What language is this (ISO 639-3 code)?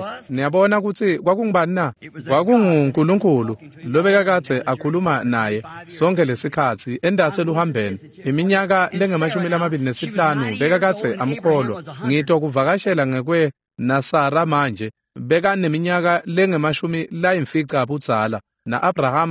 ssw